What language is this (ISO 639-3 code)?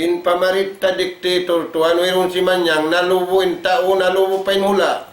tsg